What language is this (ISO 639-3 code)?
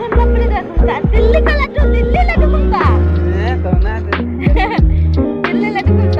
sat